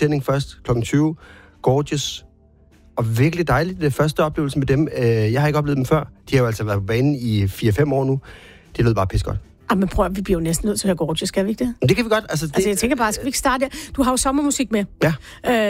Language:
Danish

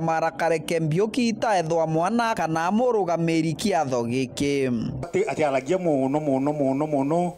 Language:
Meru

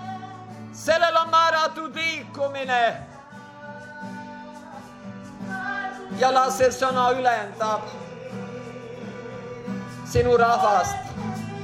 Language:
Estonian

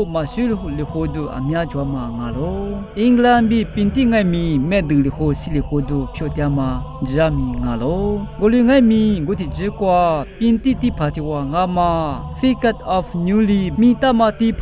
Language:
Lisu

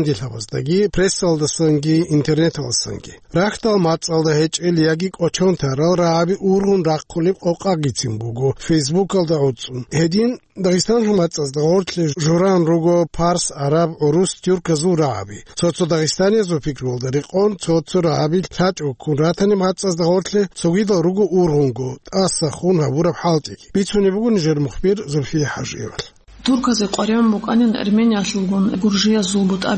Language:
Avaric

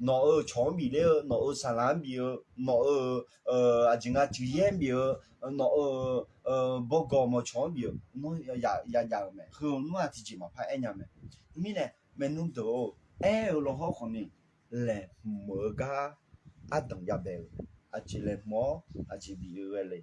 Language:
Akha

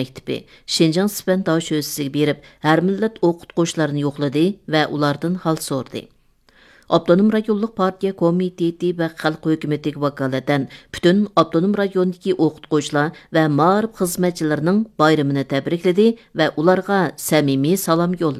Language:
Uyghur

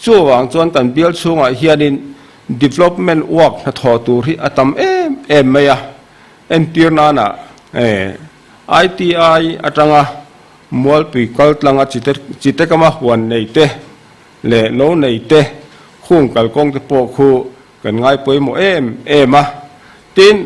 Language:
Mizo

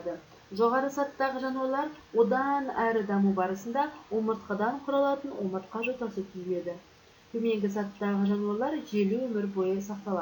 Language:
Kazakh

